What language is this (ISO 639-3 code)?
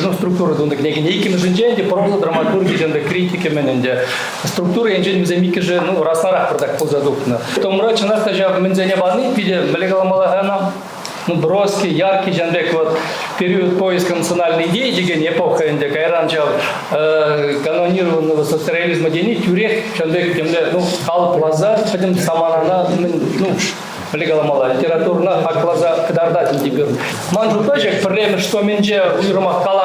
chv